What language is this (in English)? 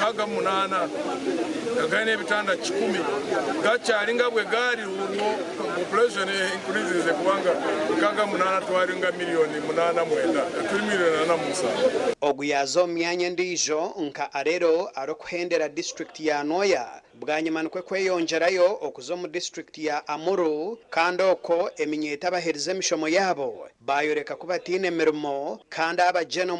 Nyankole